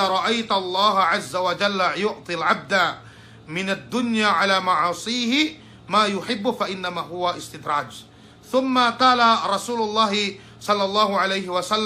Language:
Yakan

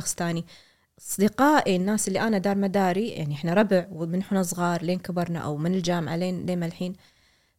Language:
Gulf Arabic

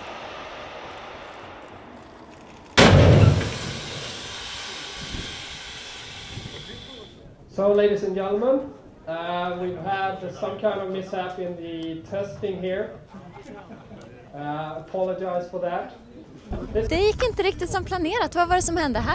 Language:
Swedish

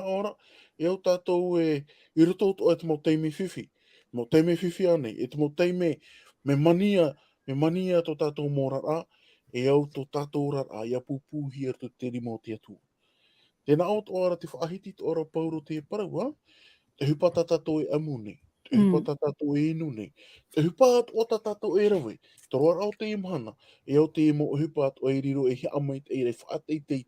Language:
Tahitian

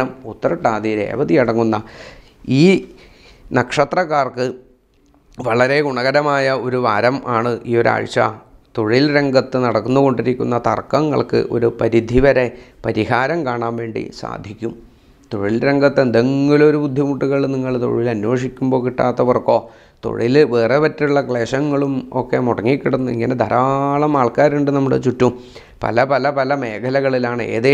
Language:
Malayalam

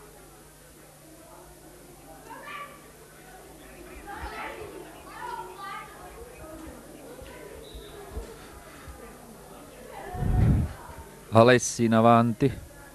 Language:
Italian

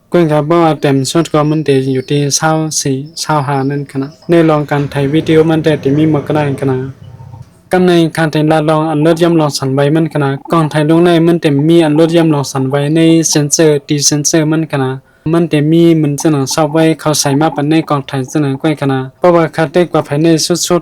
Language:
Shan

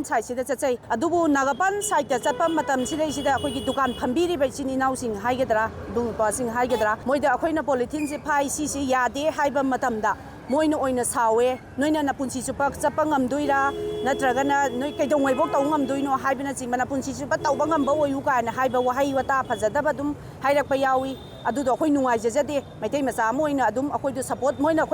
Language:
Manipuri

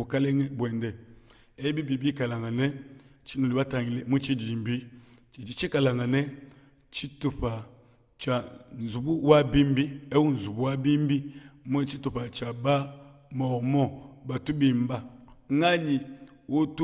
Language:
Luba-Lulua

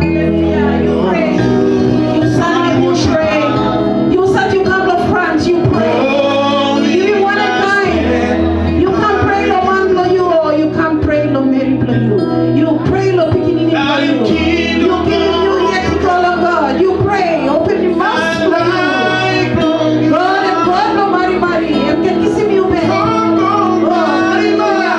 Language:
Tok Pisin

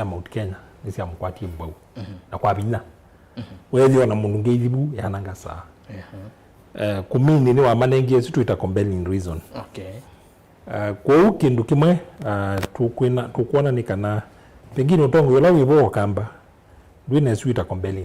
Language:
Kamba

